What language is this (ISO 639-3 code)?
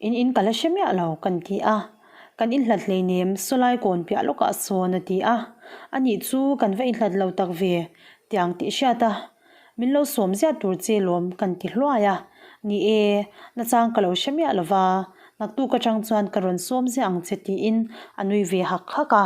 lus